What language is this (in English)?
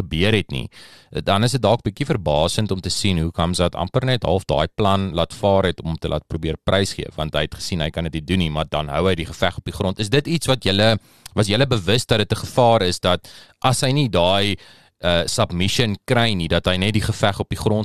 Afrikaans